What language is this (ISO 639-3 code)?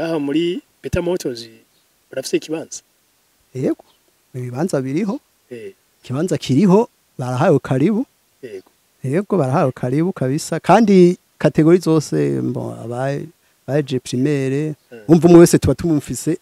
run